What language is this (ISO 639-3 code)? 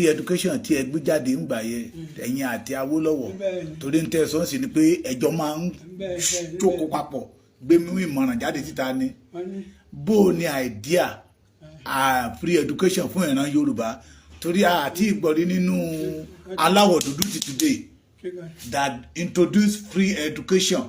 yor